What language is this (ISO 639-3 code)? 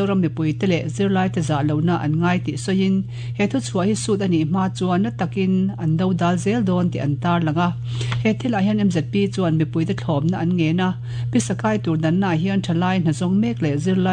lus